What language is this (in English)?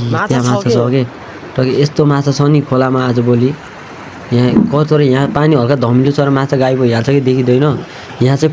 Nepali